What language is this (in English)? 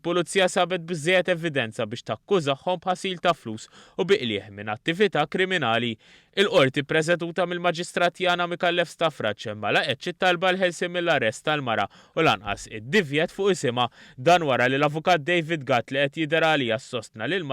Maltese